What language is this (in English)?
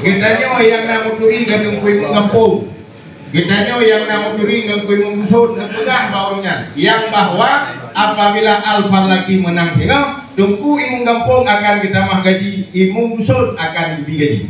Achinese